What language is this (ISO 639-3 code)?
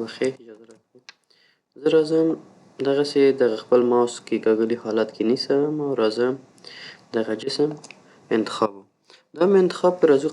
pus